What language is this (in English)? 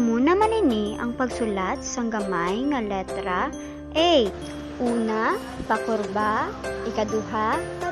Hiligaynon